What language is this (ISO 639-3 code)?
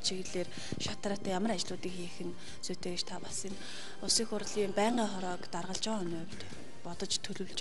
mon